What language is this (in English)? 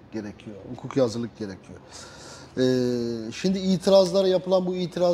Turkish